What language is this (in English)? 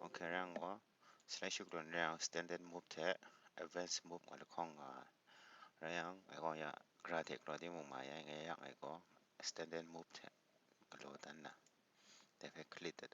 Kachin